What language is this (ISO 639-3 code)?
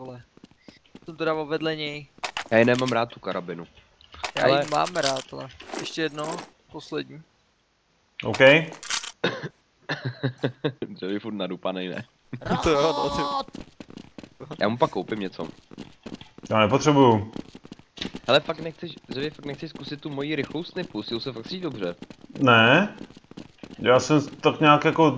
ces